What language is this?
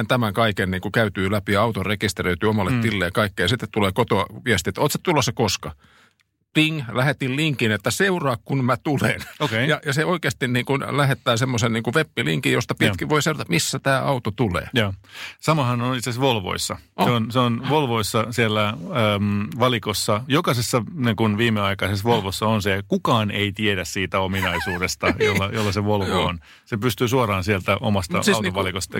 Finnish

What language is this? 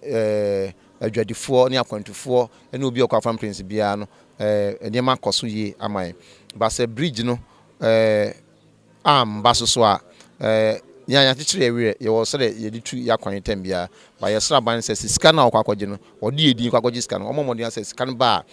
Akan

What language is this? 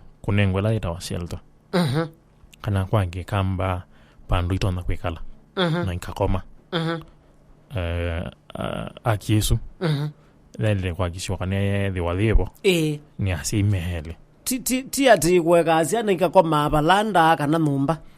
Kamba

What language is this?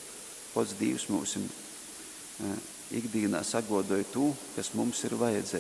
Latgalian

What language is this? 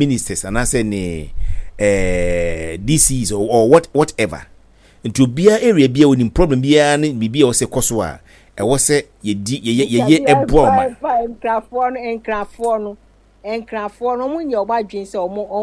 Akan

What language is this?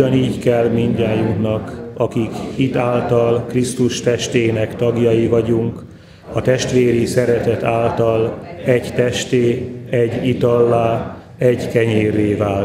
Hungarian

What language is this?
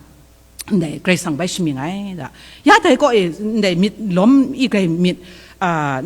Kachin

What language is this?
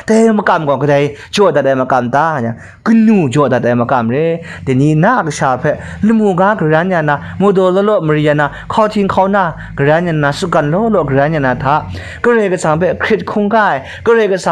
Kachin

